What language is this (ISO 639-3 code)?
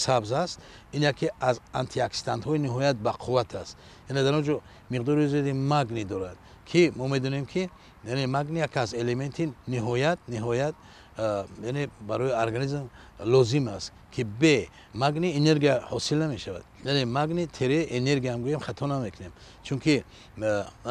tgk